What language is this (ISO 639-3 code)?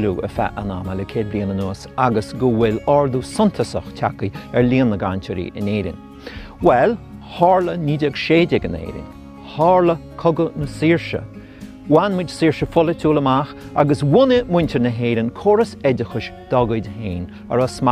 gle